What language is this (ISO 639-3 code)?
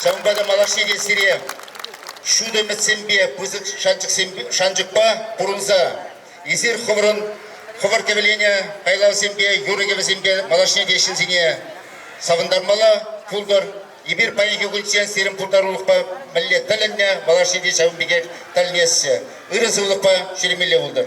chv